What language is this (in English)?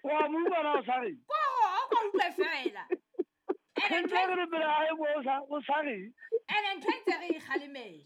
Southern Sotho